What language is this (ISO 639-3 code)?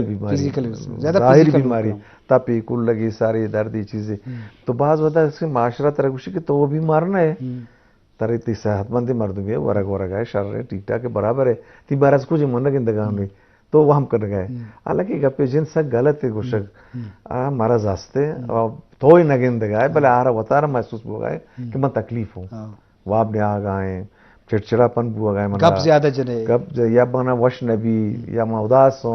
bgp